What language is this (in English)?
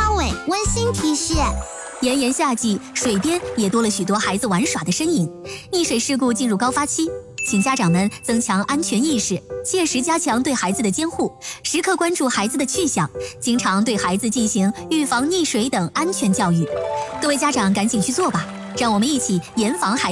Chinese